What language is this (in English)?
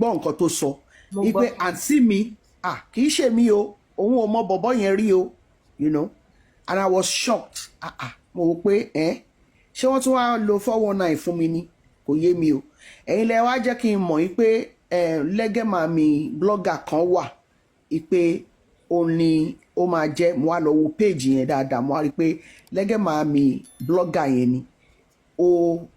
Yoruba